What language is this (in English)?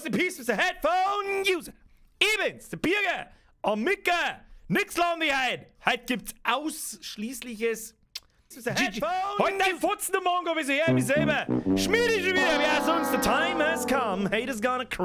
Bavarian